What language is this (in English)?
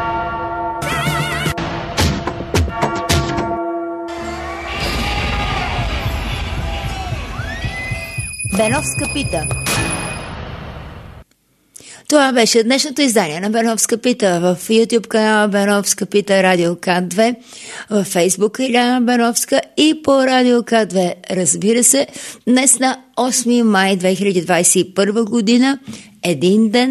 Bulgarian